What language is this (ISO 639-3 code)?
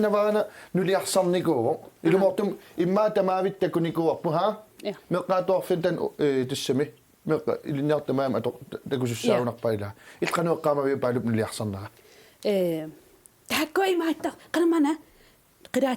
kal